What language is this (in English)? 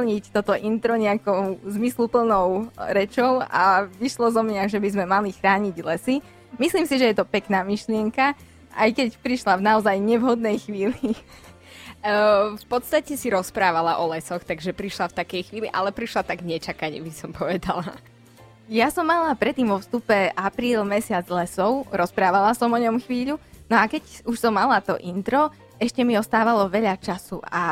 Slovak